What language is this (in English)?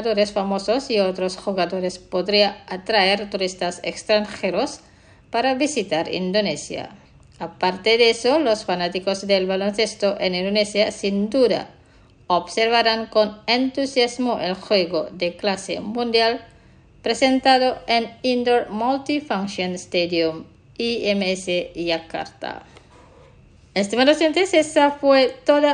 Spanish